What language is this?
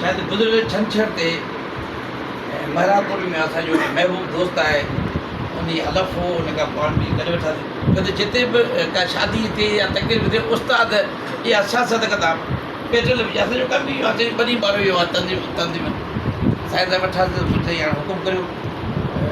Sindhi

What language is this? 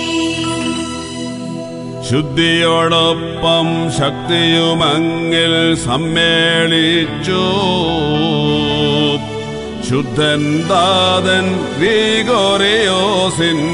Malayalam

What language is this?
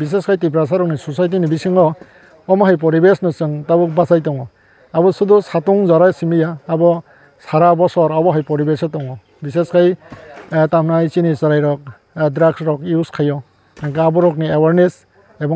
Kok Borok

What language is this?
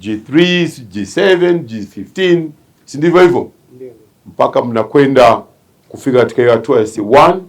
Swahili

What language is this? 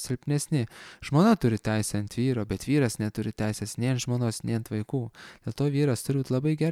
Lithuanian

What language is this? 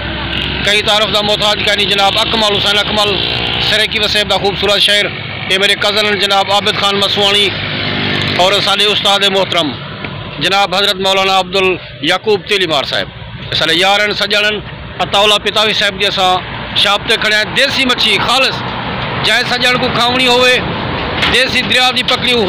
Saraiki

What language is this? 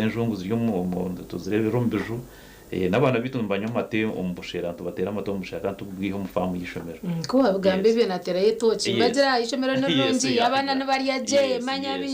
Nyankole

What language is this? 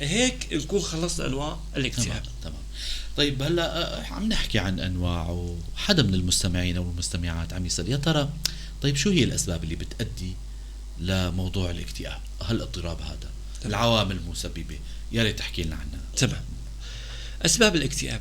North Levantine Arabic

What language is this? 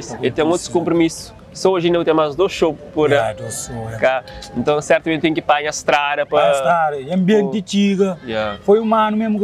Kabuverdianu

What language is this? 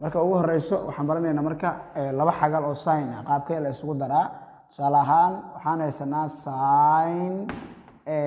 Somali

